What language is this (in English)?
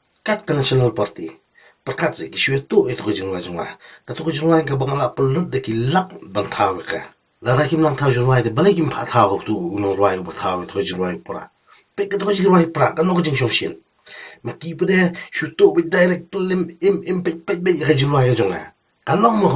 Khasi